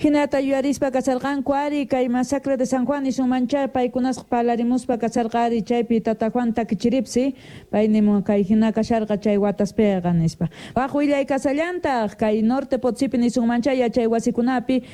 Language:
Quechua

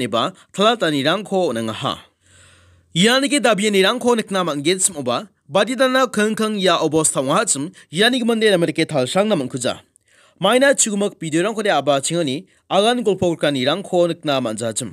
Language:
Garo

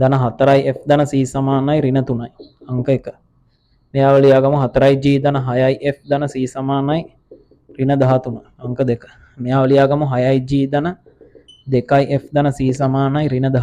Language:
Sinhala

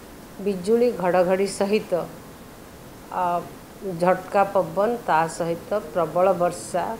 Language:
Odia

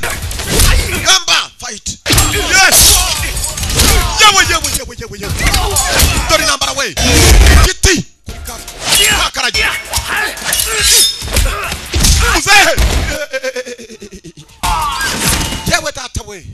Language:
Kinyarwanda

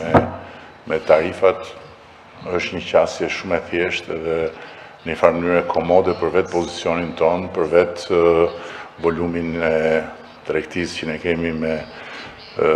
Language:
Albanian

